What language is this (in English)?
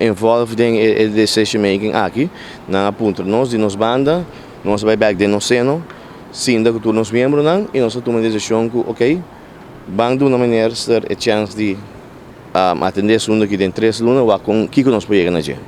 Papiamento